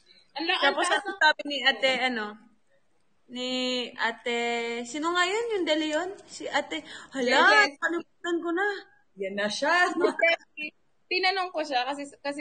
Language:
Filipino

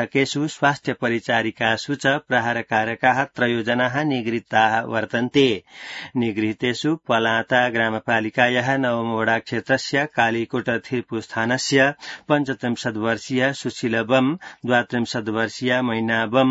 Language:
Sanskrit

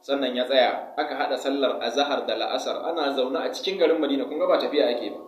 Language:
Hausa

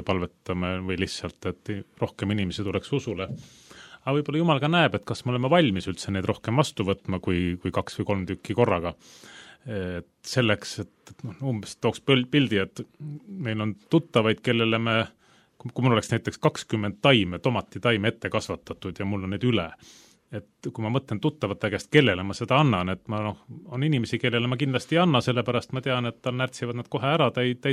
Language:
Estonian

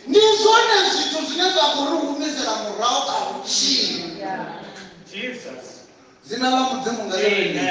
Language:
Venda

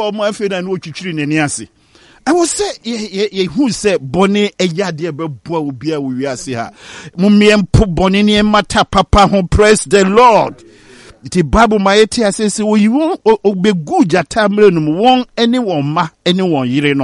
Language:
Akan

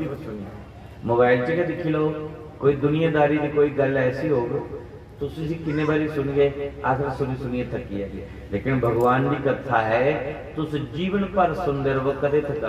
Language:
Dogri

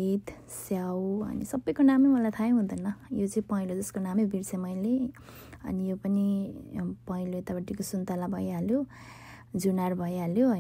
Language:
Nepali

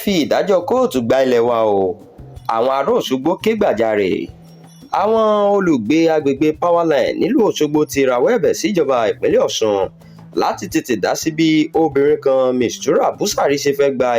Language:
Yoruba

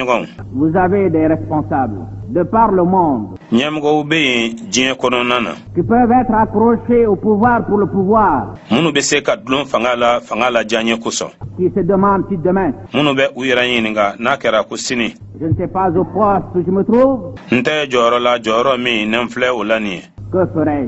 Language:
Bambara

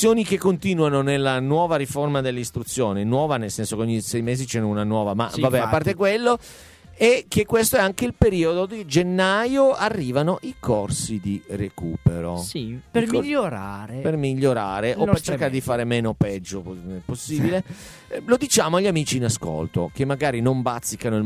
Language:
Italian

